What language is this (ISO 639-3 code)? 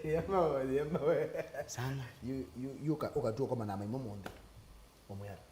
kam